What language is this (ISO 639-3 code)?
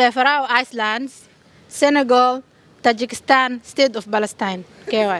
som